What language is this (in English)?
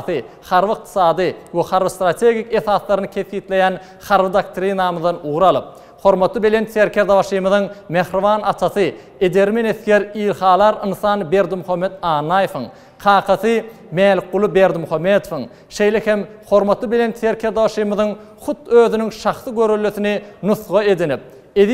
Turkmen